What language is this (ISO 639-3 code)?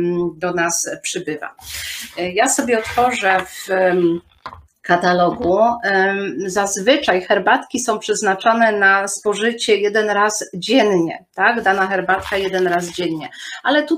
pol